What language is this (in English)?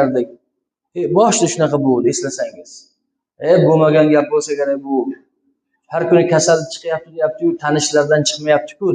Uzbek